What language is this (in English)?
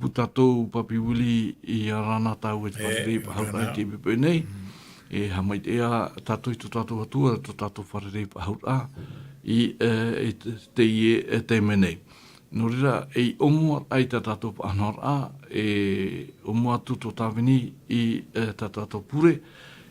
Tahitian